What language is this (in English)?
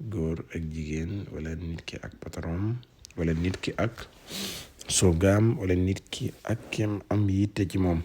Wolof